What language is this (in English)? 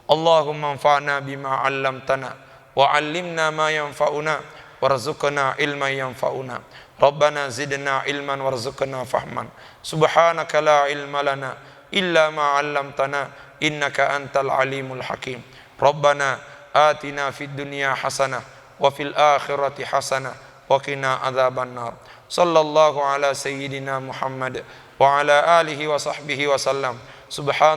Buginese